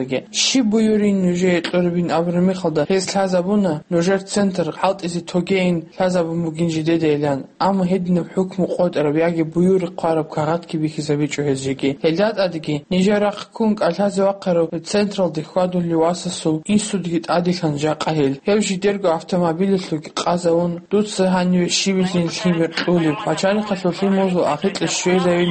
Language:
Avaric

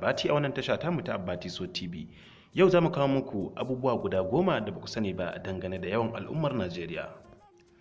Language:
Hausa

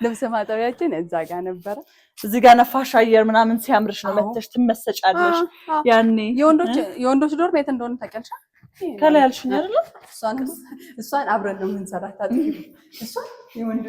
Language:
Amharic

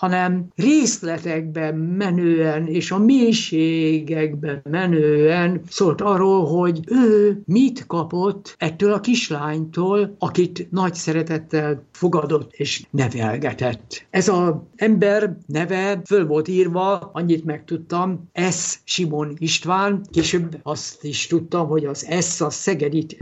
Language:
Hungarian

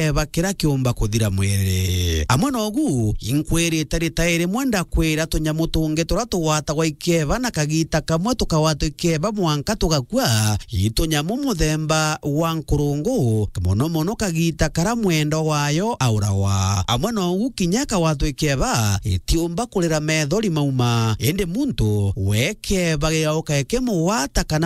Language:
Meru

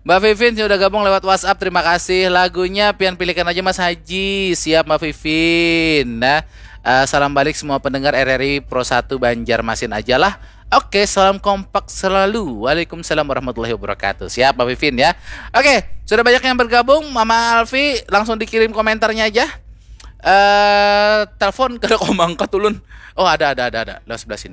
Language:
Banjar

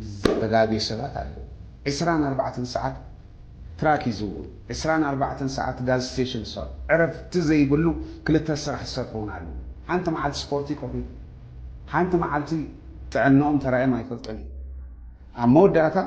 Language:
Tigrinya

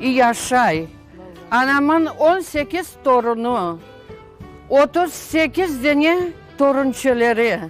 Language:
Crimean Tatar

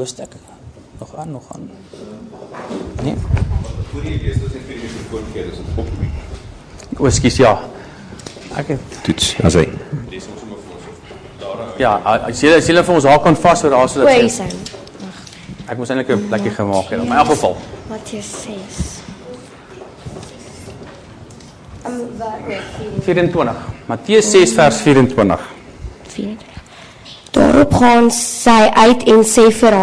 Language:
Afrikaans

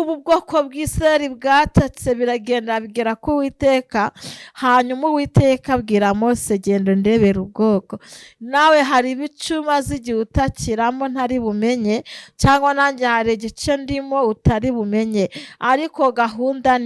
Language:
Kinyarwanda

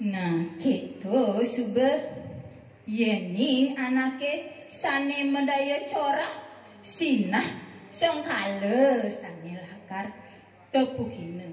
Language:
Balinese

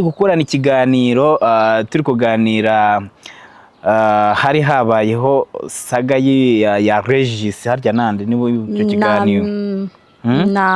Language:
Kinyarwanda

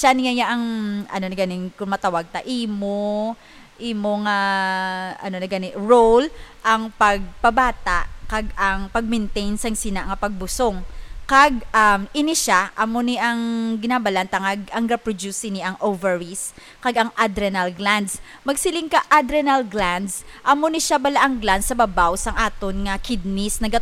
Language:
Hiligaynon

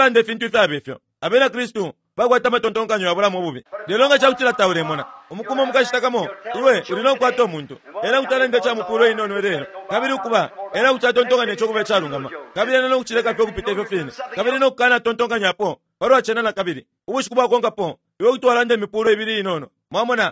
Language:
Bemba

